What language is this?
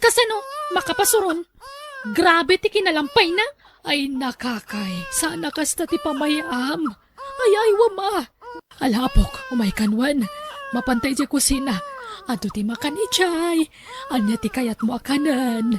Iloko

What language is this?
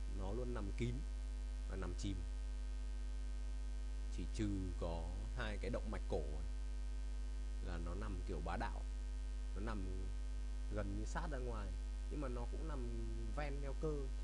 Vietnamese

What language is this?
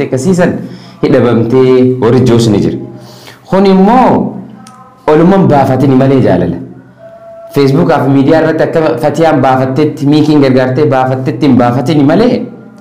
Oromo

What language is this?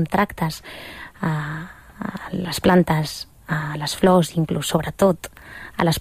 Catalan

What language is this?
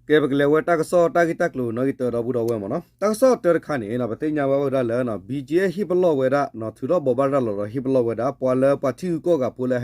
S'gaw Karen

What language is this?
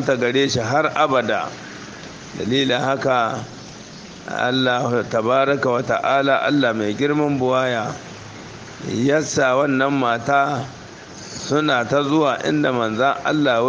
Hausa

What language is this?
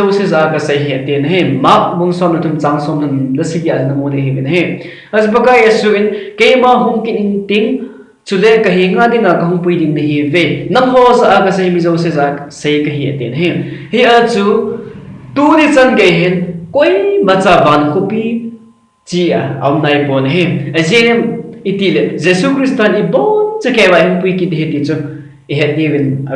Thado Chin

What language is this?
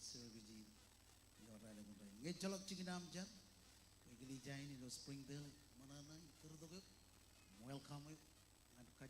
Marshallese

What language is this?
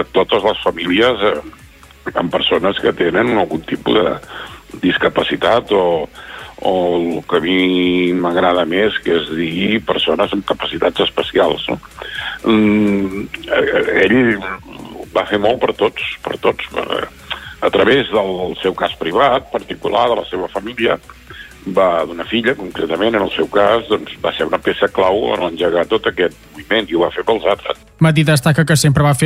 Catalan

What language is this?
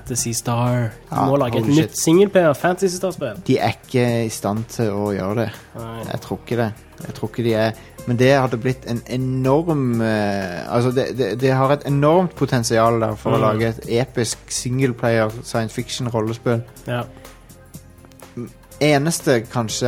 Norwegian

